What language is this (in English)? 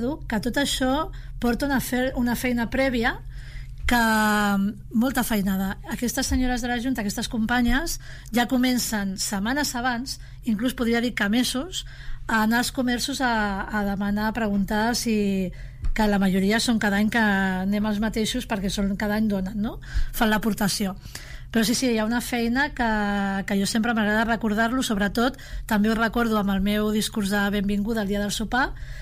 Catalan